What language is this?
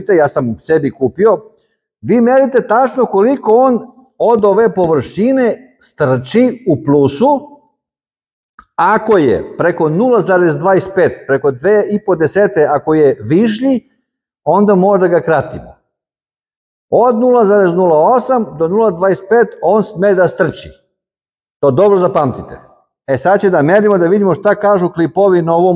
Serbian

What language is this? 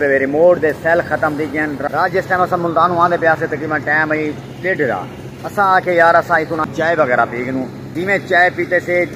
Saraiki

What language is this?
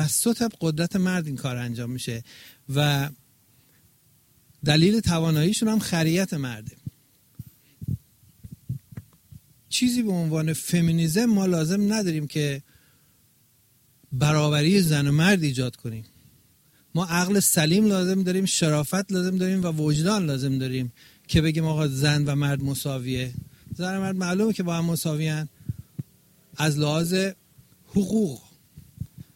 Persian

